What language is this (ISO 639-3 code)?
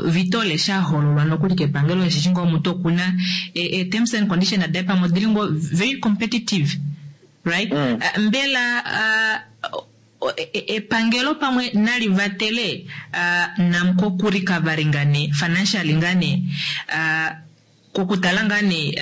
kua